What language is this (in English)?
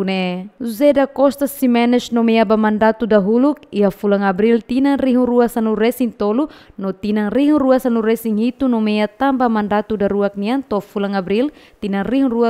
Tetum